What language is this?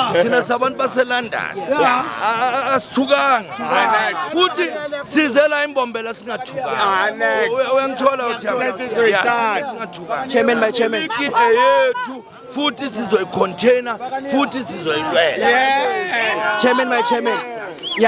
Zulu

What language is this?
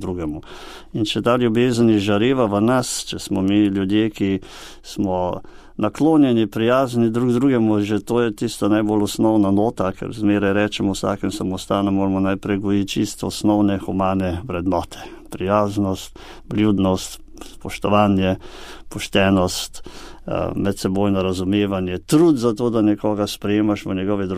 Slovenian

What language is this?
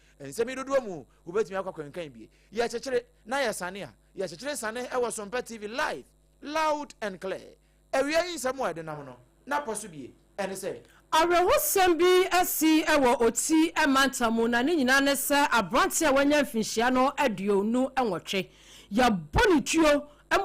Akan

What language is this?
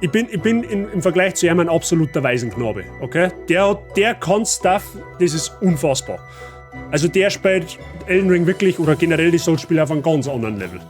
Bavarian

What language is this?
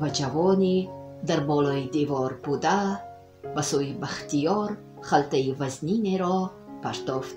Tajik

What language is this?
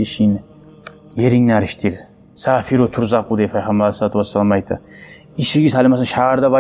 Kumyk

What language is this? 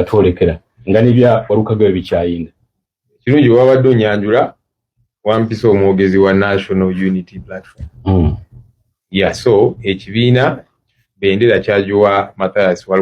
Ganda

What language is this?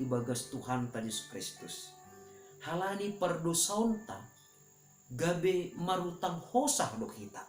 Batak Simalungun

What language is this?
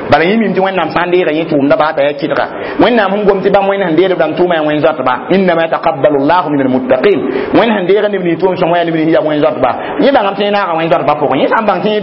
Mossi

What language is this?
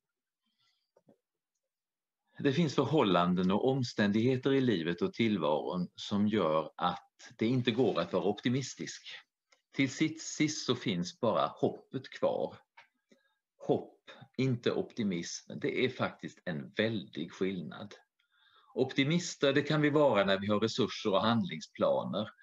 Swedish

